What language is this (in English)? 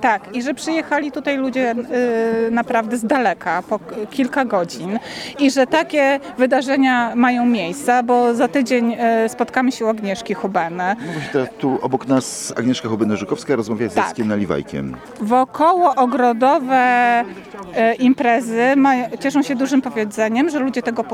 Polish